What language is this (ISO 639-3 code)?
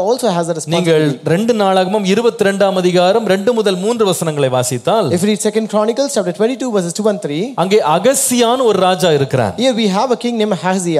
tam